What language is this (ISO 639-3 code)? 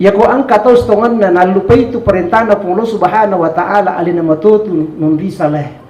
bug